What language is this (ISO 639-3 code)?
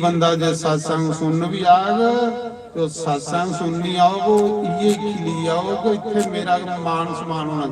doi